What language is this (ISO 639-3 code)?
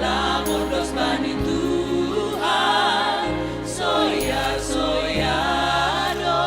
bts